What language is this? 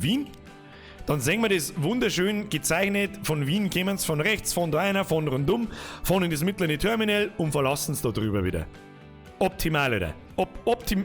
Bavarian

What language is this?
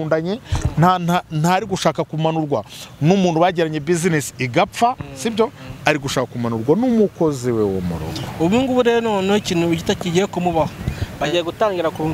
Kinyarwanda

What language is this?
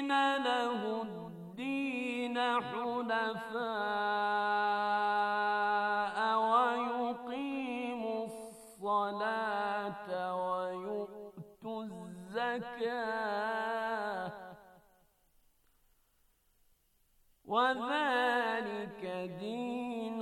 Bosnian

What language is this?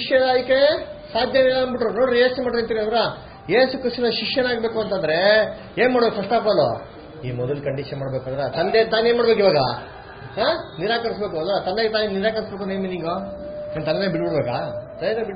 Kannada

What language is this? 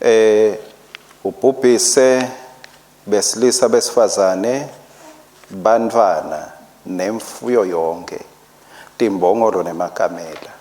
Swati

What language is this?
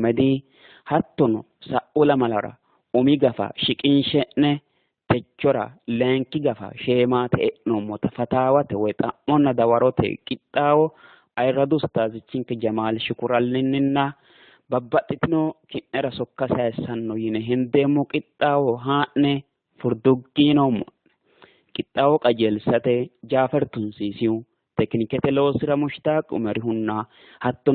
Sidamo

